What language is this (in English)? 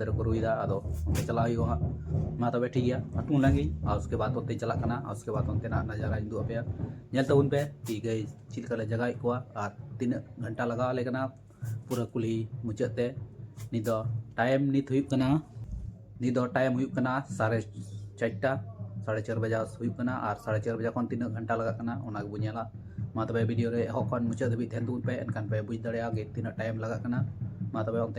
Santali